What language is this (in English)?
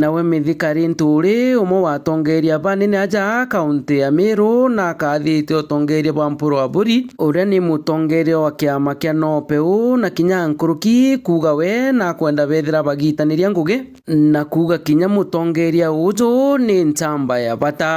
Meru